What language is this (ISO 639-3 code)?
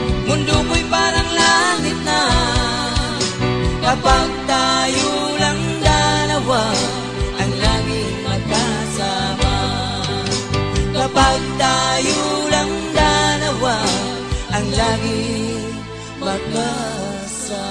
fil